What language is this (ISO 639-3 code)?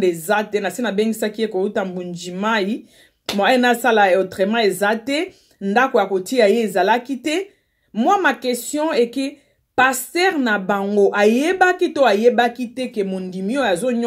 lin